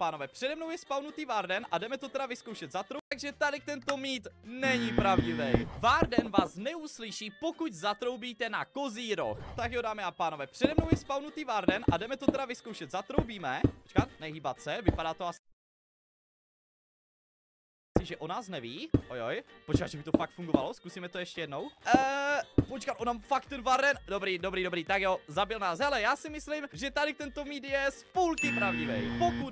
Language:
Czech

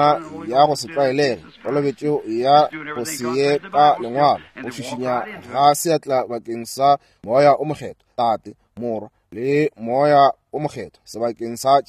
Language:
Northern Sotho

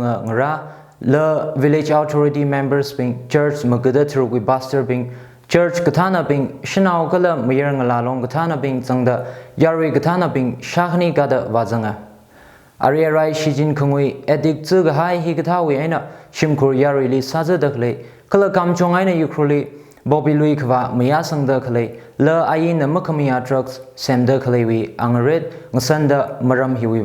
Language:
Tangkhul Naga (India)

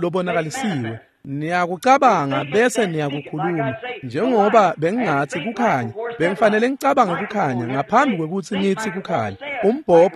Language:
Swati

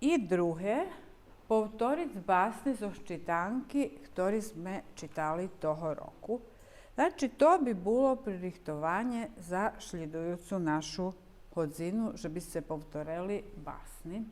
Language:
Rusyn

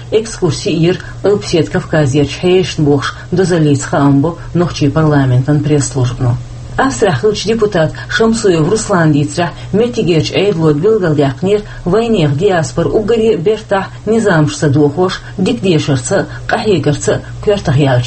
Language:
Chechen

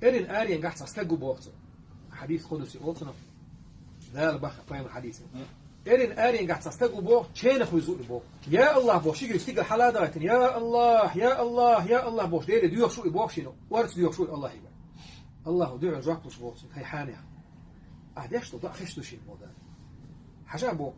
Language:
Chechen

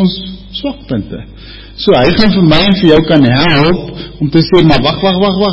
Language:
Afrikaans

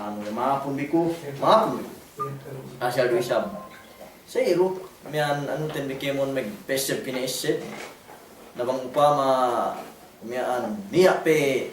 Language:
Yakan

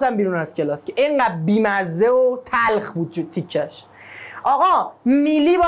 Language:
Persian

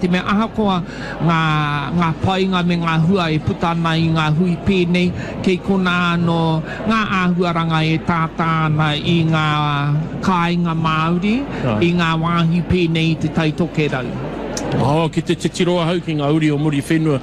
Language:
Māori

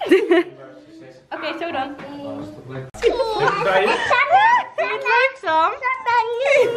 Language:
Dutch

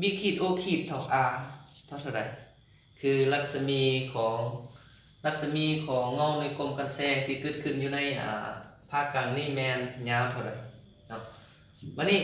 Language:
Lao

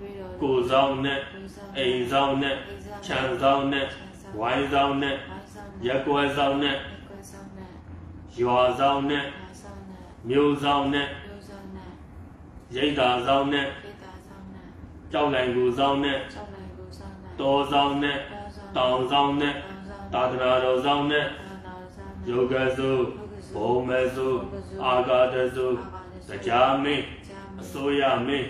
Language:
Burmese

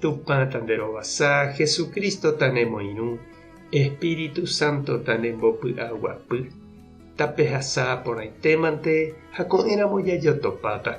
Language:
Guarani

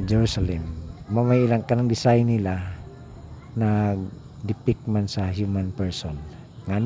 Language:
Cebuano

